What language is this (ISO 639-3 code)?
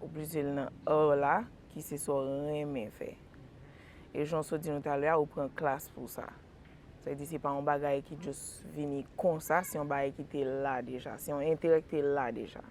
hat